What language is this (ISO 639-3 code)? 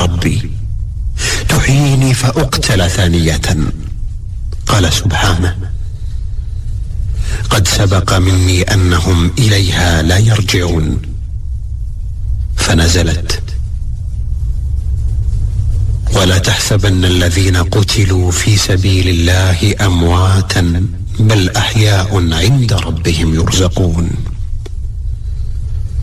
ara